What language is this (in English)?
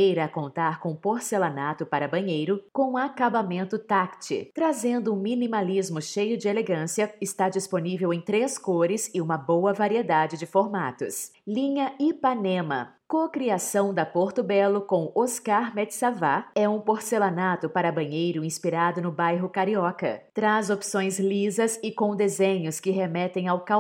Portuguese